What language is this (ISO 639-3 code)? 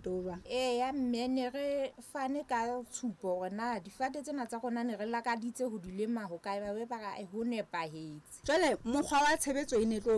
sot